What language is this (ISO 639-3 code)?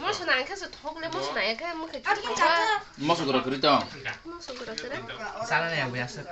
trp